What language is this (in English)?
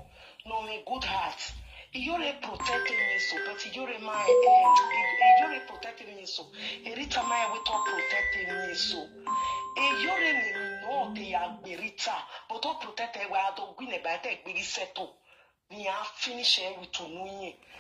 Nigerian Pidgin